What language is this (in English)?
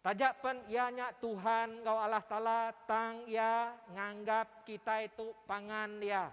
Iban